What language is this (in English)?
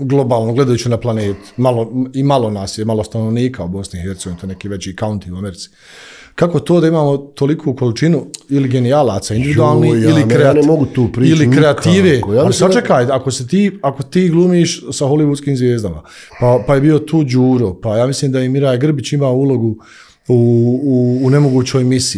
Bosnian